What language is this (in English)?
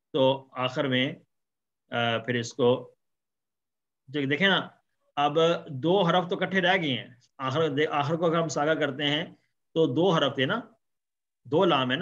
Urdu